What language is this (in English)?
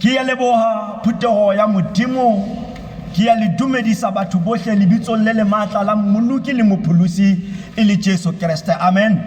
Tswana